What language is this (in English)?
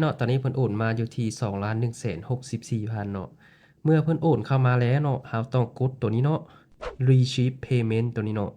Lao